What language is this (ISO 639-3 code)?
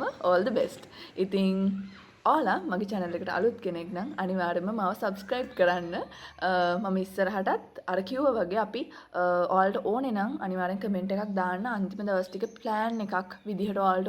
sin